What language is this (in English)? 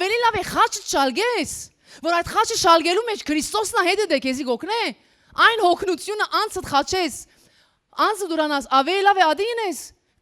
Western Armenian